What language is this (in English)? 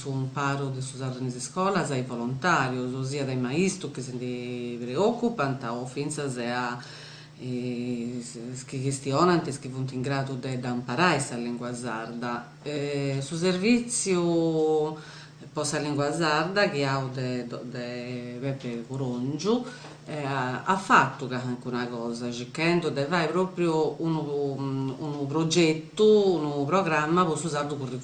Sardinian